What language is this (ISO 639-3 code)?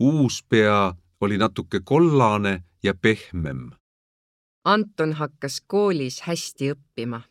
est